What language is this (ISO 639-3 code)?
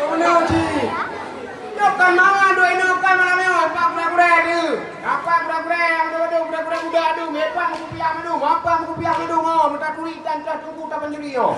ace